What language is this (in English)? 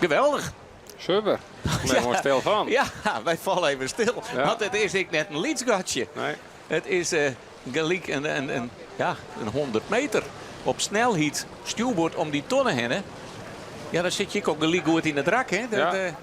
Western Frisian